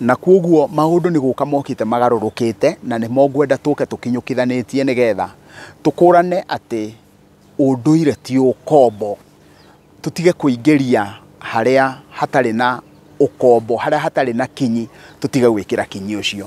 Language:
Kikuyu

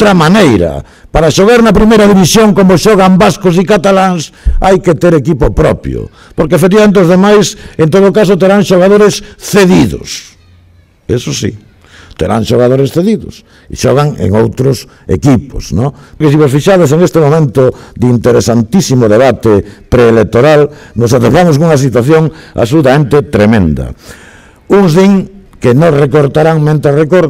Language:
Galician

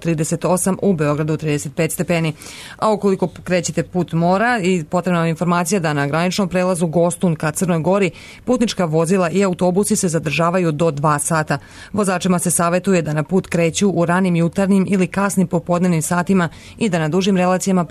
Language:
Serbian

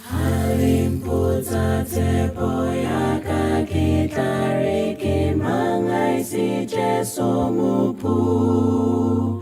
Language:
Southern Sotho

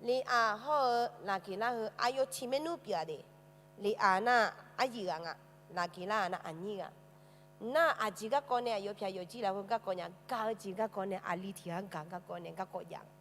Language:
Akha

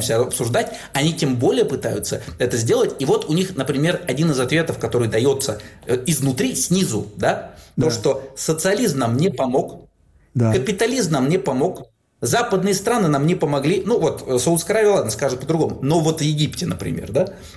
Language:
Russian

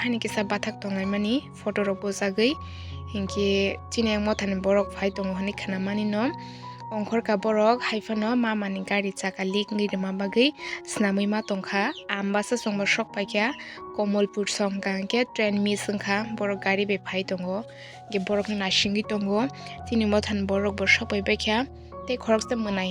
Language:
Kok Borok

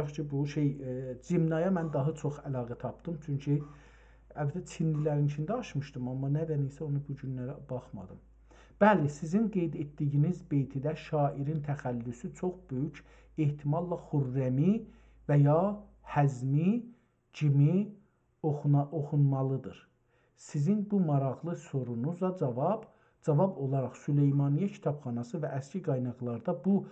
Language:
South Azerbaijani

